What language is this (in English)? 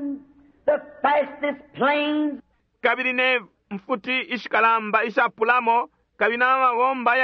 Bemba